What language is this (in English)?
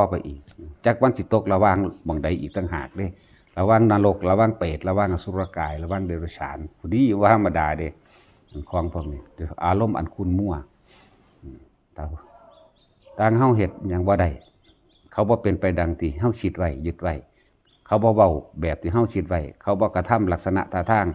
Northeastern Thai